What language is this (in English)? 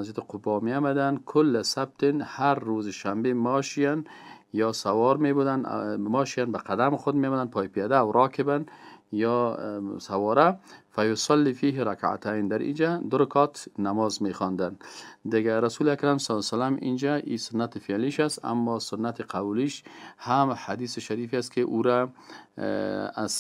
Persian